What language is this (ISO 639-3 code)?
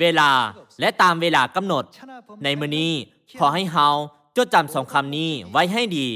lao